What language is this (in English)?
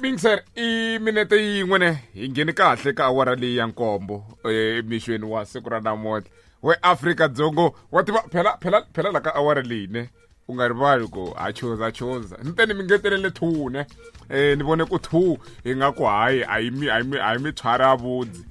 Tsonga